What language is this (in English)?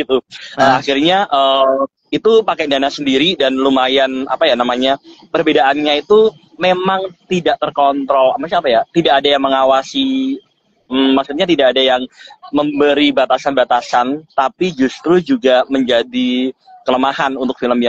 Indonesian